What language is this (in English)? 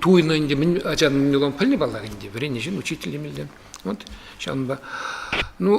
Chuvash